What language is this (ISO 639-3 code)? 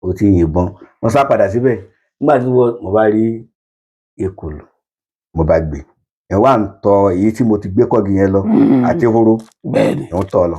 yor